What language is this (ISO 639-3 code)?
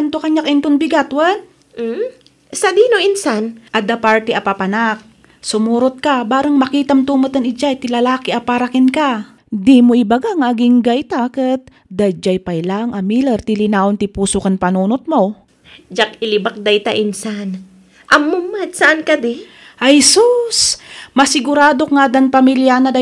ilo